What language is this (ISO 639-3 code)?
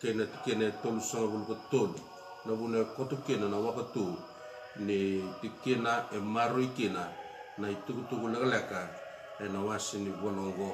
fij